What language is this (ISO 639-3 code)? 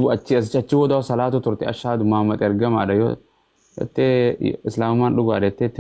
orm